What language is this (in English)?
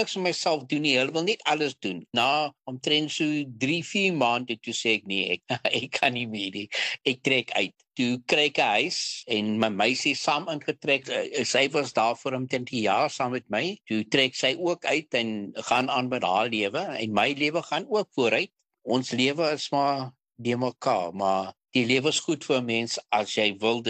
Afrikaans